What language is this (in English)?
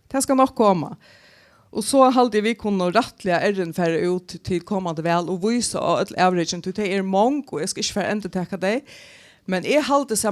Faroese